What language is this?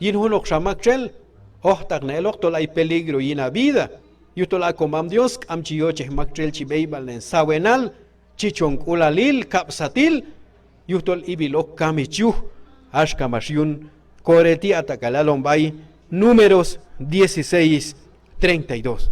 Q'anjob'al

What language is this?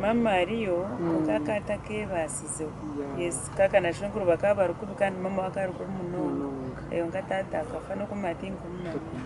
Nyankole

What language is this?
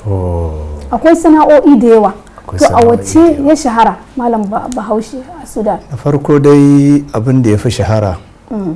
Hausa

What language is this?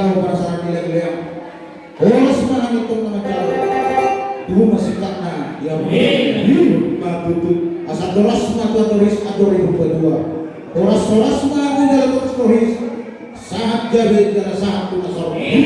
Batak Toba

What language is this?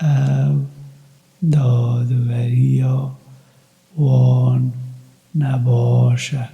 Kurdish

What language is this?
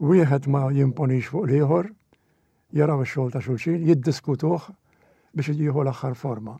Maltese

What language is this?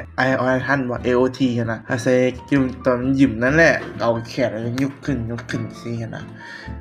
Lao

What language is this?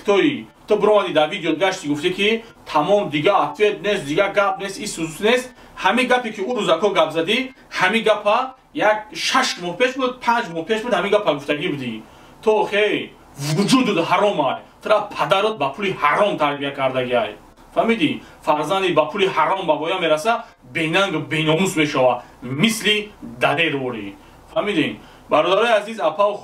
Tajik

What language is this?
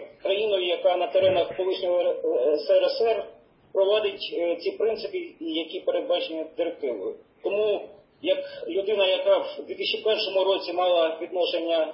Ukrainian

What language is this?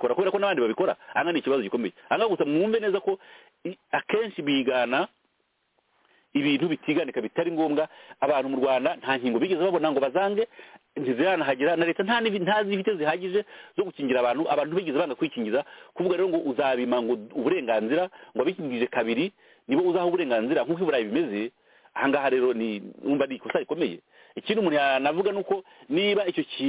Kinyarwanda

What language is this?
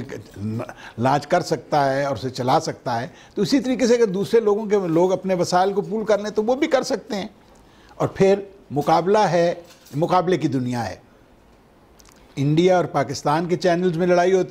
Urdu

